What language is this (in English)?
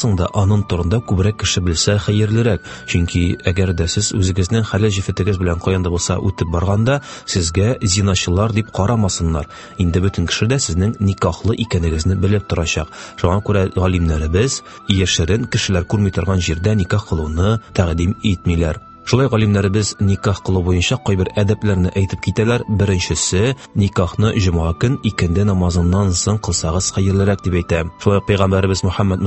Tatar